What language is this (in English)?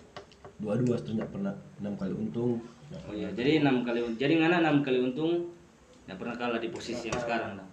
Manado Malay